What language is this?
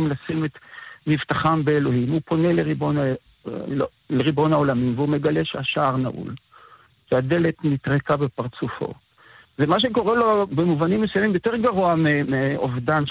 Hebrew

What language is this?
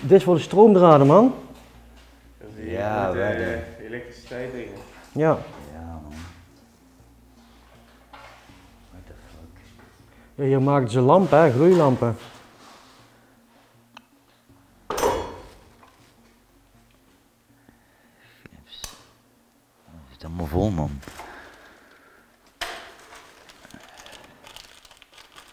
Dutch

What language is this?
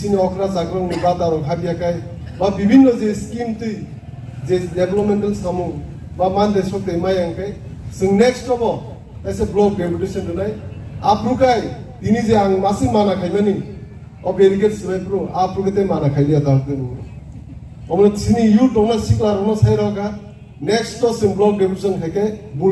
Kok Borok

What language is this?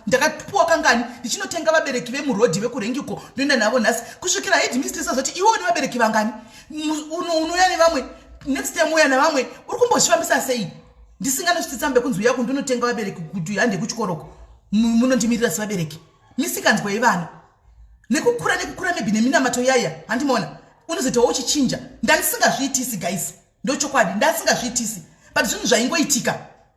Shona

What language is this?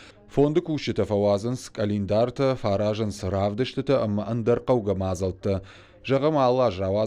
Ossetic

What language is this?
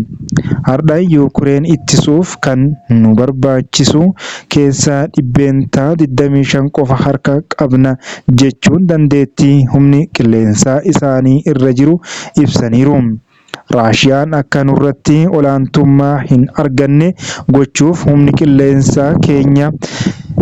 Oromo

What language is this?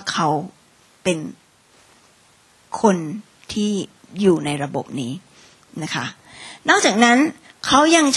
Thai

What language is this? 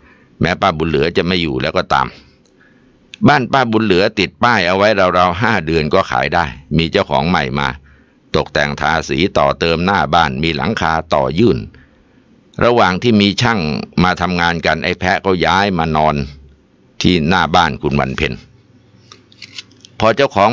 Thai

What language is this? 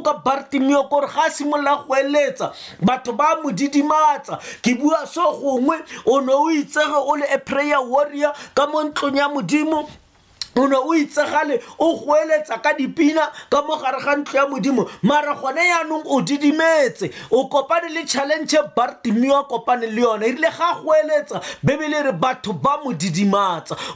Tswana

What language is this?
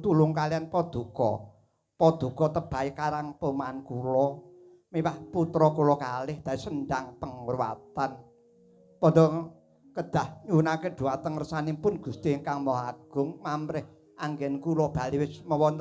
Javanese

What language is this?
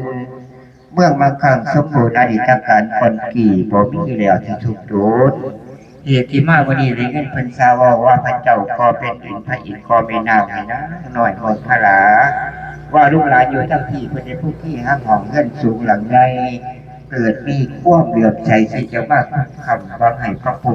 Lao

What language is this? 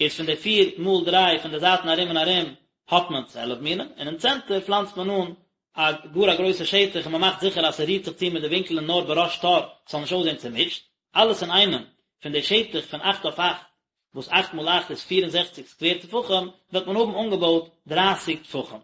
Yiddish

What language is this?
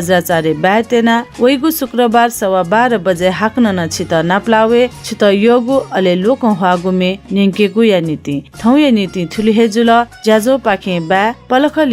Newari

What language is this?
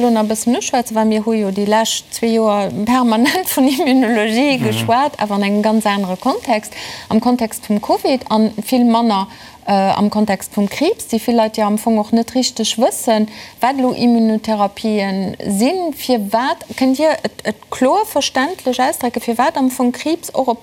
Luxembourgish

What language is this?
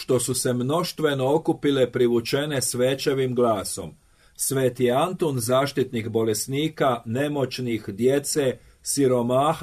Croatian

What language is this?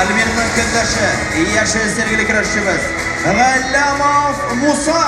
Tatar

